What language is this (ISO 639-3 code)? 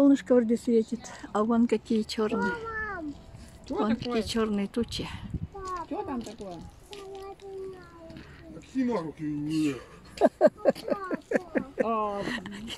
rus